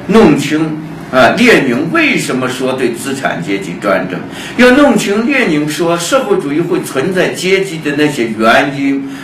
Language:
Chinese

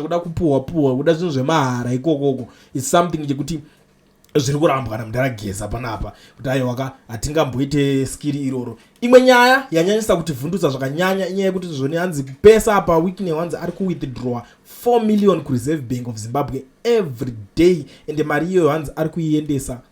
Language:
Shona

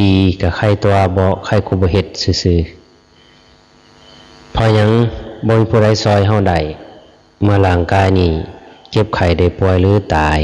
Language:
Lao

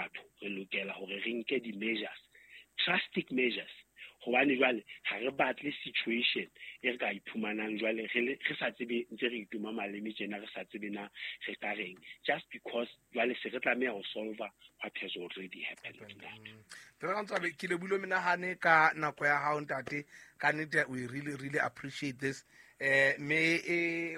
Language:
Southern Sotho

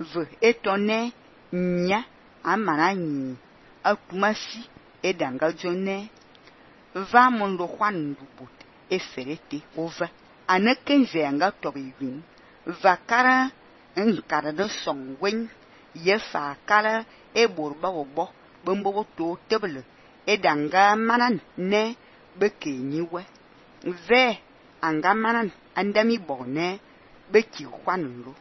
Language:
Fang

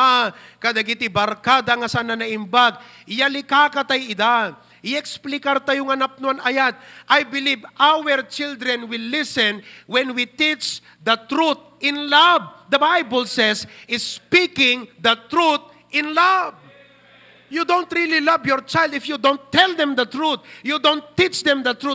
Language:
Iloko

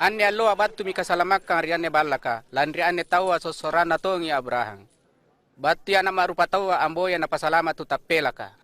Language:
Makasar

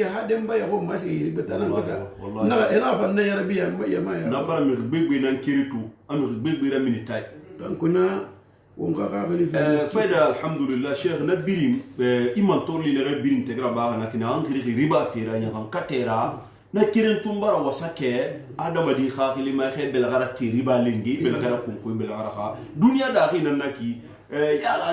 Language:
Susu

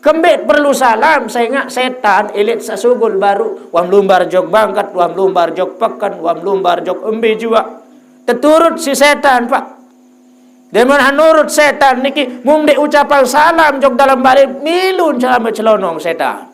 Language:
Sasak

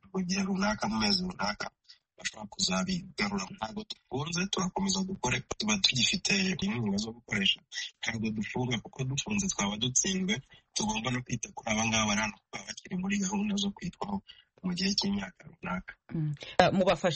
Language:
Kinyarwanda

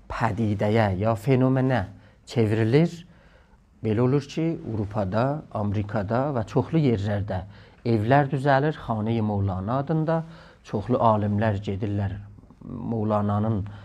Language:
South Azerbaijani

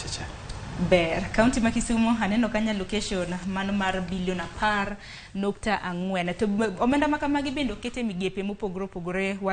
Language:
Luo (Kenya and Tanzania)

